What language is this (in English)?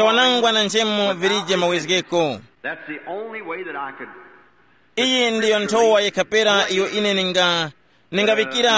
Tumbuka